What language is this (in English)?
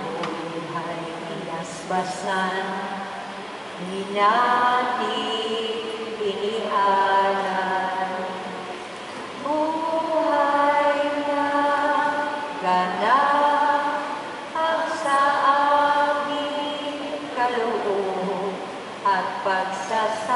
Filipino